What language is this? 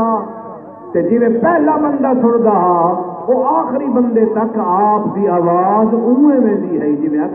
Saraiki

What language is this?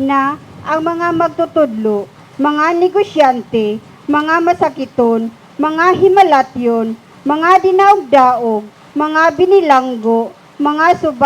Cebuano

